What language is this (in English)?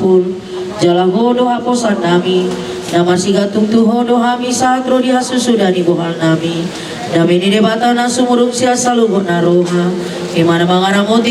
Batak Toba